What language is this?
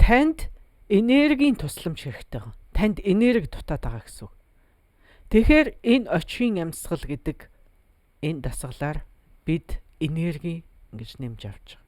Mongolian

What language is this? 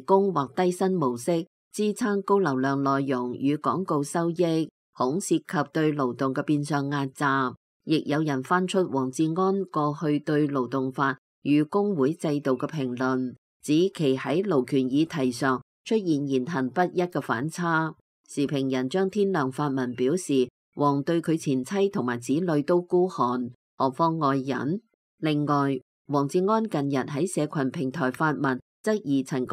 Cantonese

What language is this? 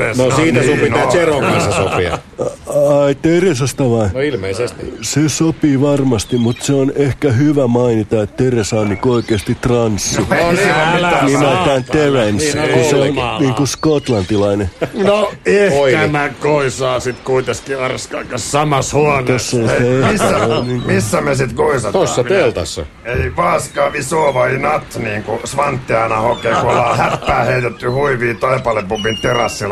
Finnish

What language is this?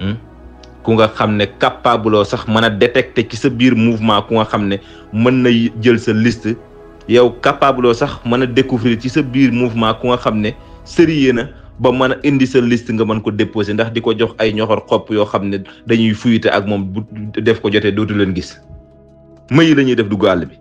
Wolof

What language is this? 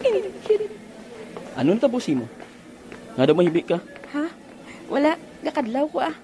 Hiligaynon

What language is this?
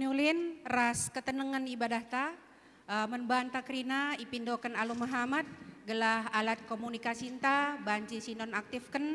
Batak Karo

